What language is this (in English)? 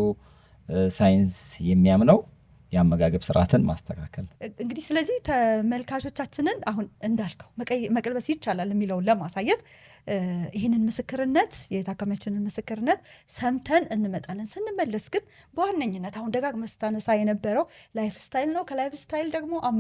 Amharic